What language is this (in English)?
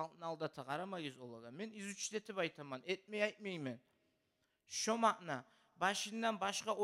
Kumyk